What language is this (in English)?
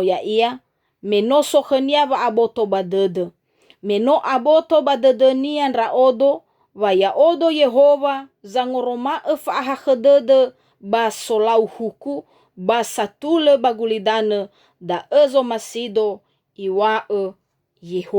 Nias